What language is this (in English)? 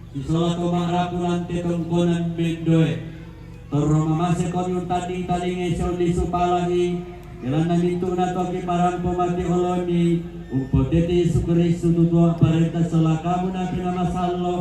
Toraja-Sa'dan